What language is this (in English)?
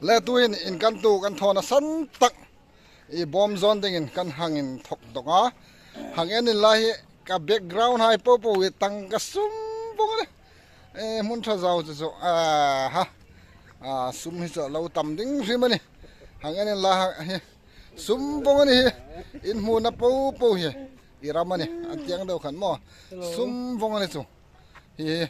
Hmar